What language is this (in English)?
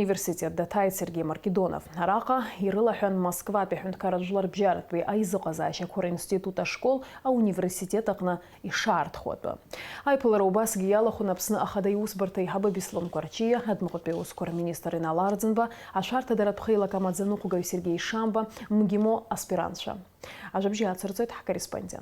Abkhazian